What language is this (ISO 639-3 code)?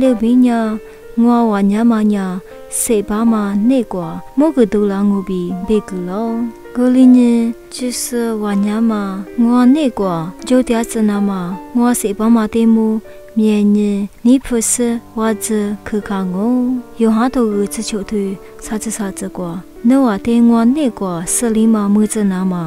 lis